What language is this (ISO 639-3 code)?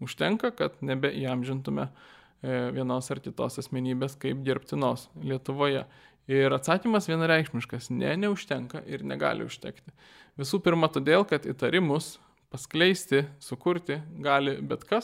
lit